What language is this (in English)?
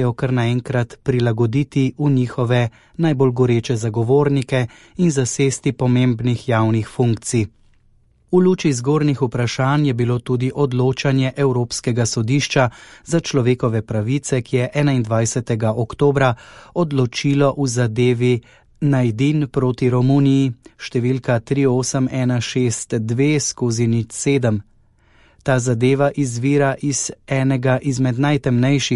Slovenian